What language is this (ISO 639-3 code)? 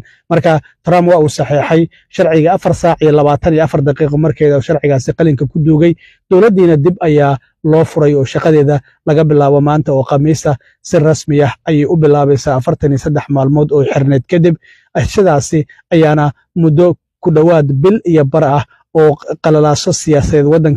som